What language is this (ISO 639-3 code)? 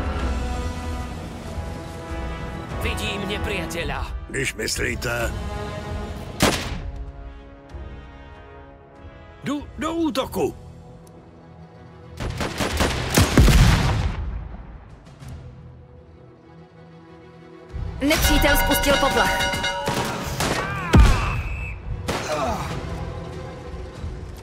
ces